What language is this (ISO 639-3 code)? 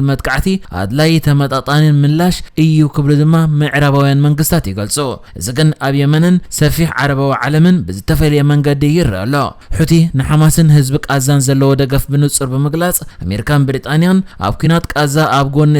tir